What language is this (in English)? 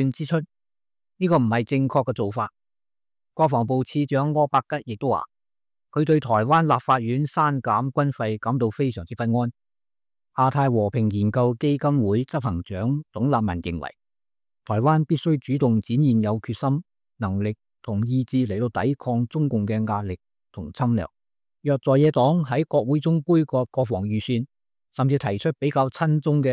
Cantonese